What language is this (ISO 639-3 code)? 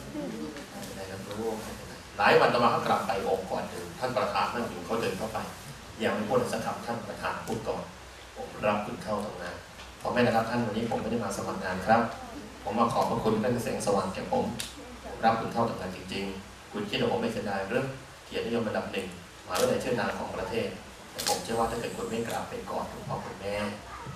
tha